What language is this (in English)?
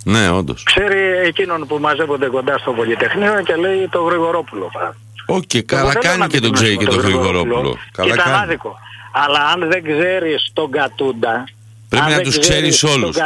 Greek